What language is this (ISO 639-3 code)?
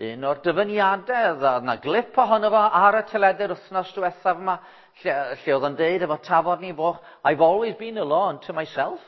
cym